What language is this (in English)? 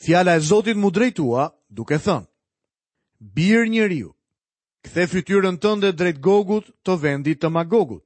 Albanian